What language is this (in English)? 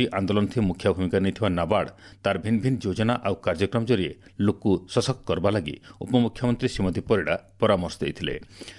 Odia